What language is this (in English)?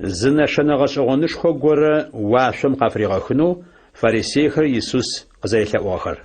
Adyghe